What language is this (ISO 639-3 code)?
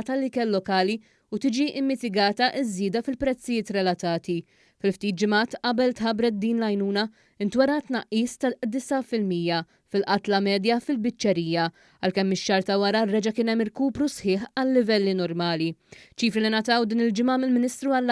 mlt